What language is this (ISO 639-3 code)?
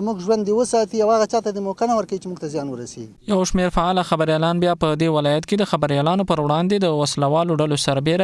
pus